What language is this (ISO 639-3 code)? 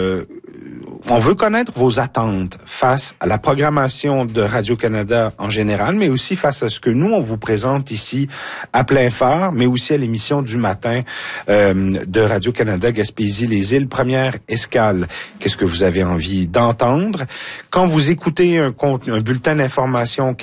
fra